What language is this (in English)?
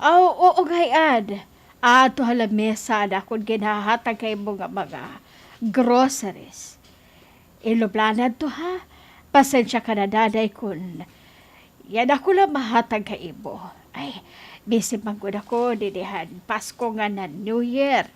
Waray